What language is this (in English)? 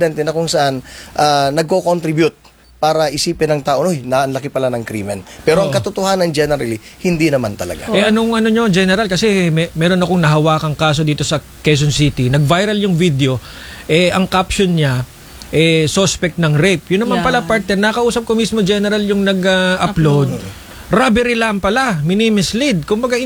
Filipino